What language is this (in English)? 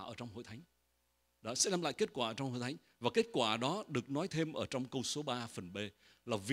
Vietnamese